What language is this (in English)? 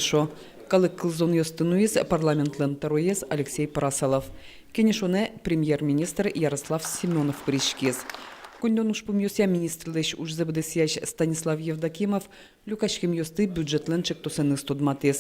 Udmurt